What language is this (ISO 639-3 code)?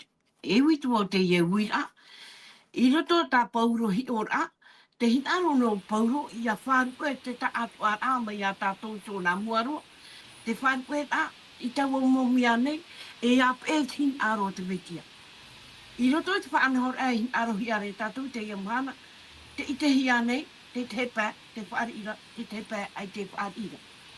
tah